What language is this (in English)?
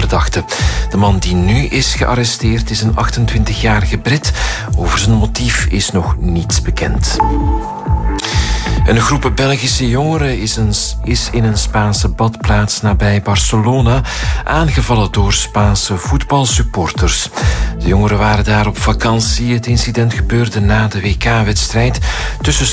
Dutch